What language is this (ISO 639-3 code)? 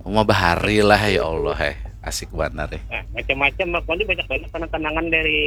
bjn